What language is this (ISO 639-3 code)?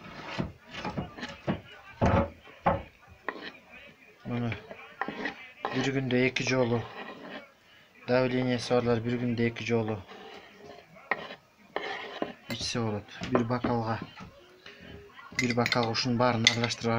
kir